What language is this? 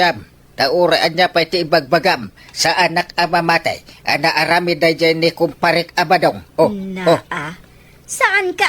Iloko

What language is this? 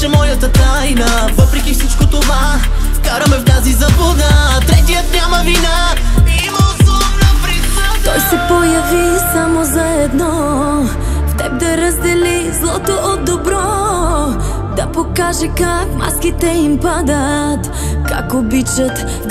Bulgarian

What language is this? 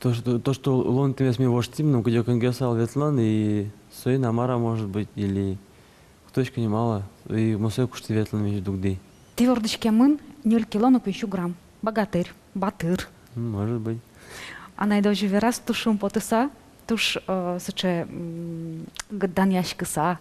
Udmurt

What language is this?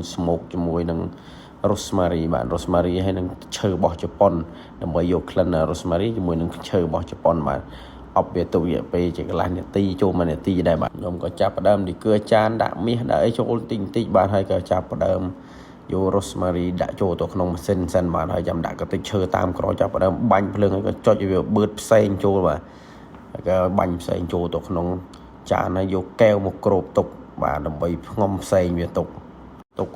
Khmer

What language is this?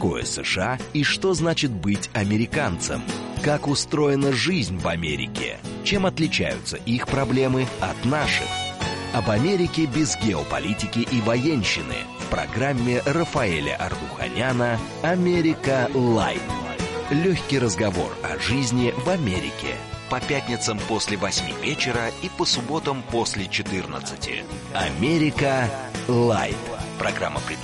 Russian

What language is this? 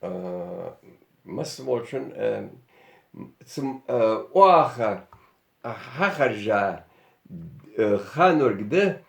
Ingush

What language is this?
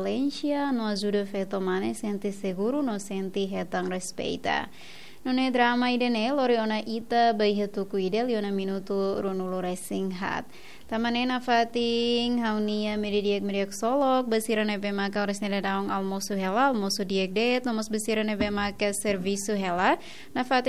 Tetum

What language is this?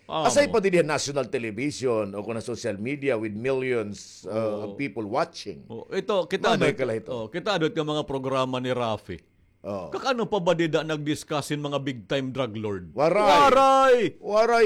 Waray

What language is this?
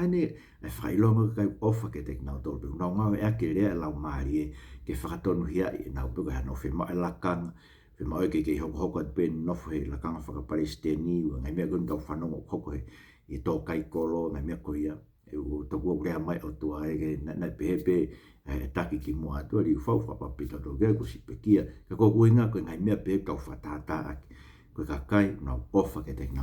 Tongan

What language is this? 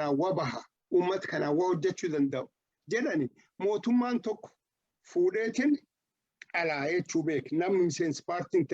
Oromo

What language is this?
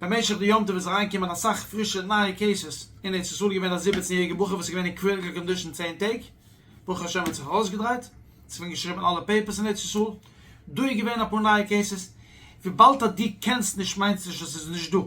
Yiddish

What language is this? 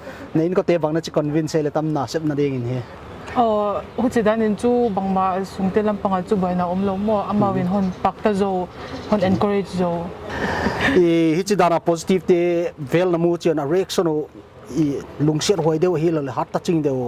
Paite Chin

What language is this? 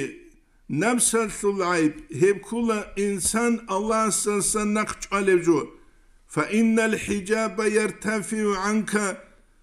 Avaric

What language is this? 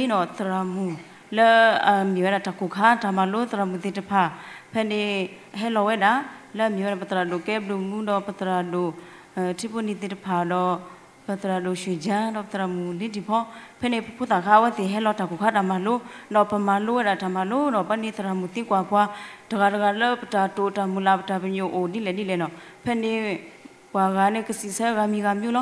S'gaw Karen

